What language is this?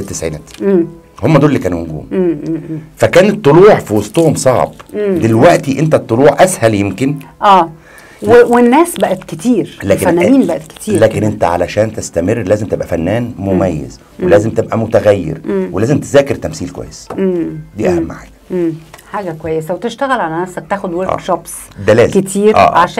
Egyptian Arabic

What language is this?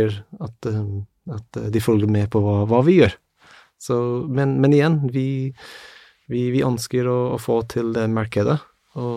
Norwegian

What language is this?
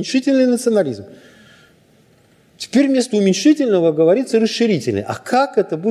Russian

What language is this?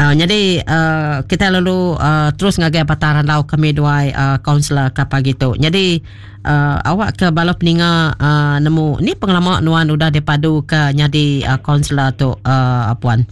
Iban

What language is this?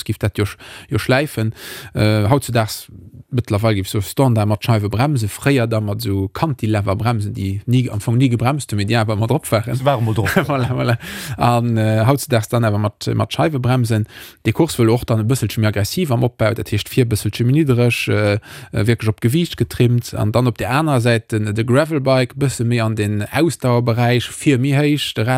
Luxembourgish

